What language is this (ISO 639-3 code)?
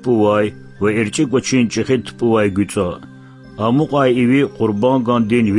lez